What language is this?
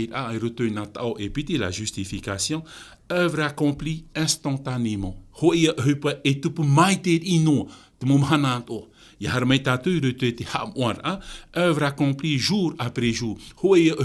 Tahitian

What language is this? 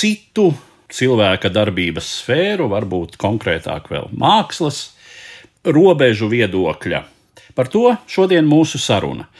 Latvian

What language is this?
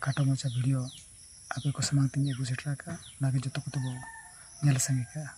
Santali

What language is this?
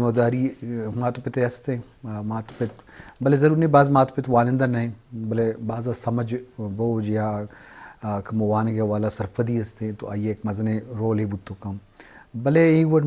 Eastern Balochi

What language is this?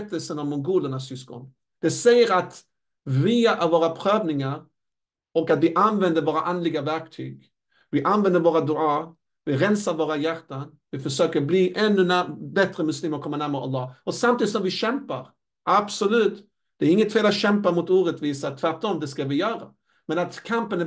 Swedish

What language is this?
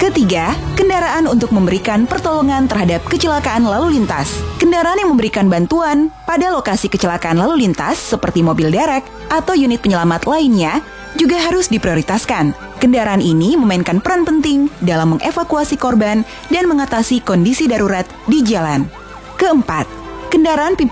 Indonesian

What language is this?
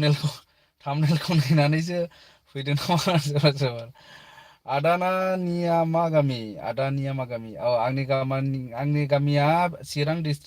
Bodo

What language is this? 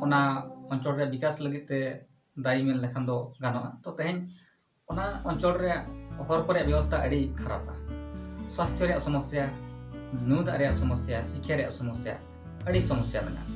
Santali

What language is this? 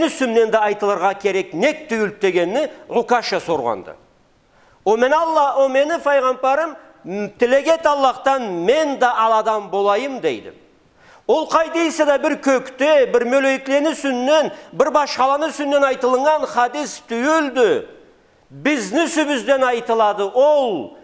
Karachay-Balkar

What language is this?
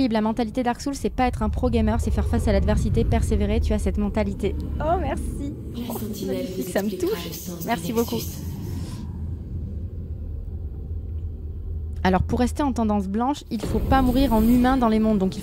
French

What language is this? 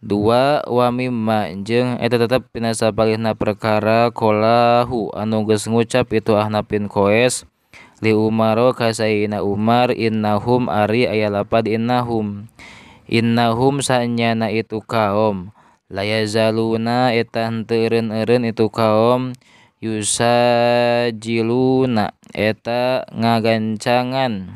Sundanese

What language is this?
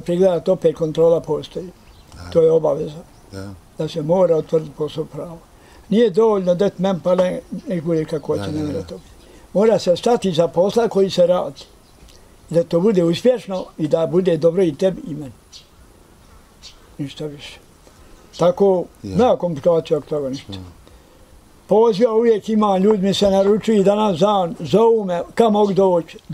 Bosnian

